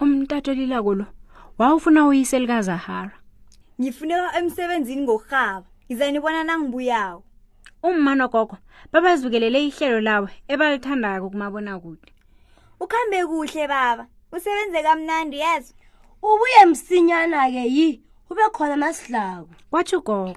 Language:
South Ndebele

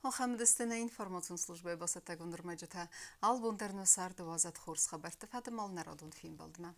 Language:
Ossetic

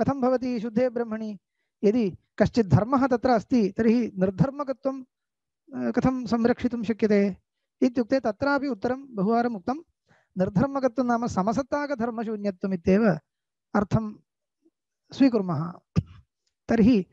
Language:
Sanskrit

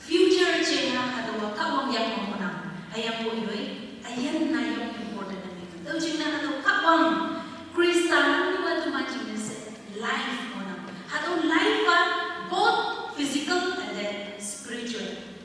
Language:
Konyak Naga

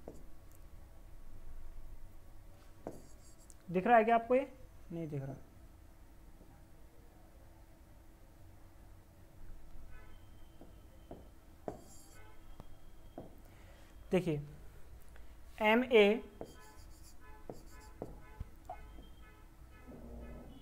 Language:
Hindi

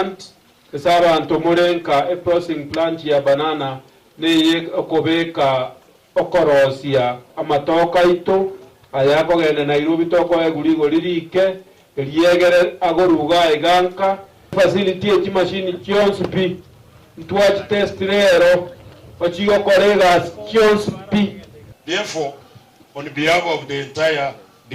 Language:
Gusii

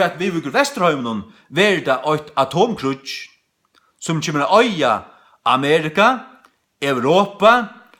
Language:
Faroese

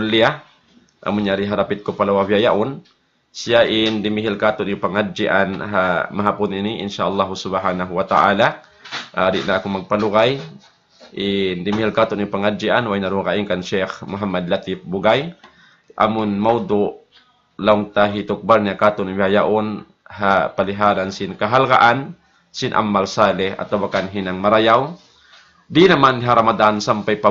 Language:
Tausug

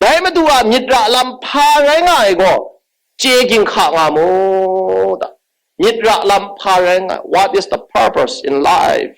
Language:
Kachin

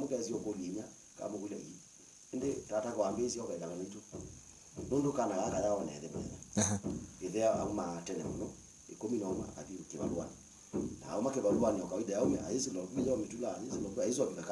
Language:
Kamba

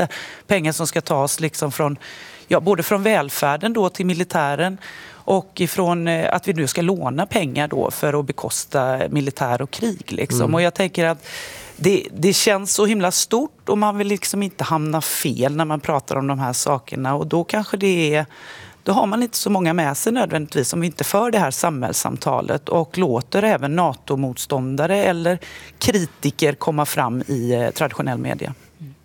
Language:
Swedish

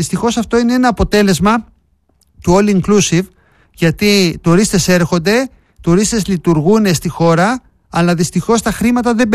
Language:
Greek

